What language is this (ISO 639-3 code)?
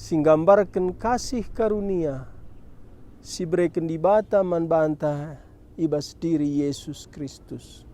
btx